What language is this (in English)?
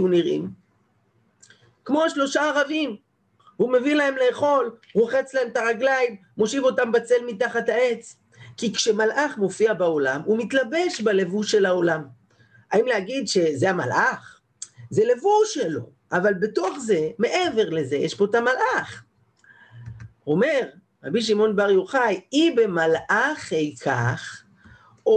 Hebrew